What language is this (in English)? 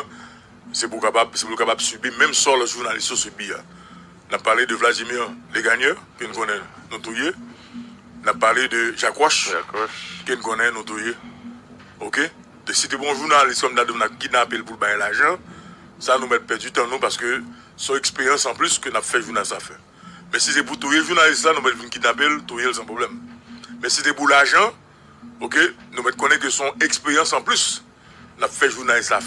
Haitian Creole